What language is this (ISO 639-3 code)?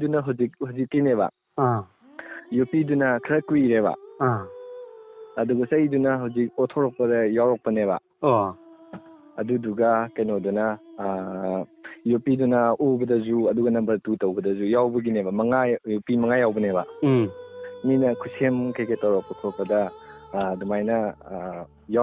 mni